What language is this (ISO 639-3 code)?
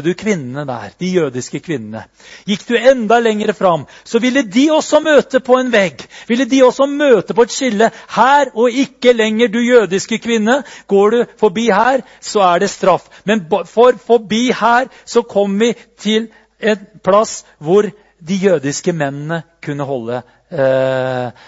nor